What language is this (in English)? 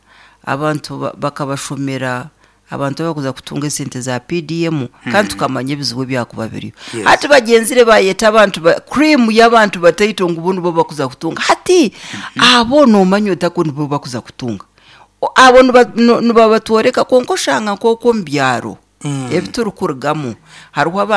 Nyankole